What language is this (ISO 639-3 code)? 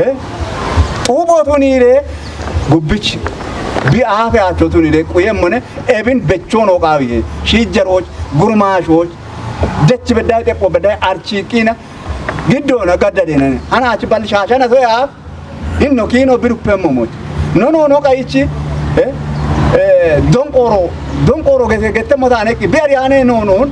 kbr